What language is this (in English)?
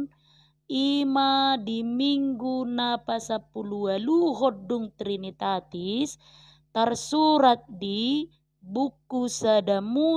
Batak Toba